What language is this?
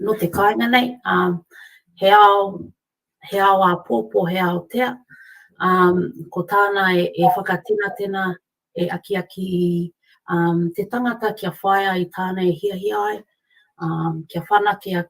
Māori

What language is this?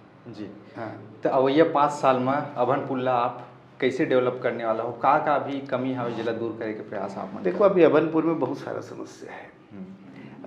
Chhattisgarhi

